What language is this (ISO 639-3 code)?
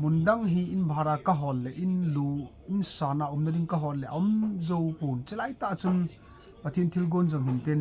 tcz